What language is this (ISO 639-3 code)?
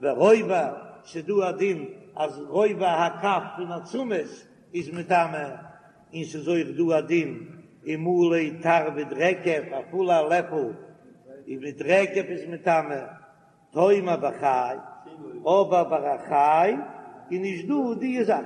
yid